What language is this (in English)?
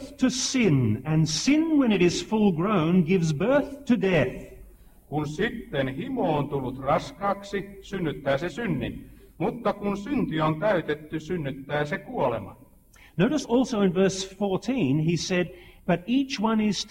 Finnish